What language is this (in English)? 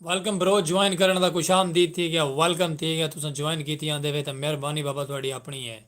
Saraiki